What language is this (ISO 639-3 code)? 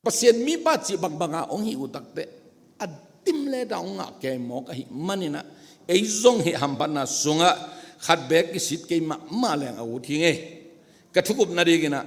ctd